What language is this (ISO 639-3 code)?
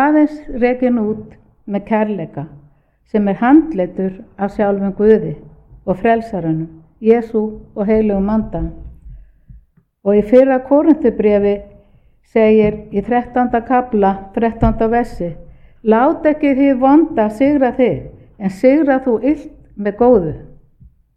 isl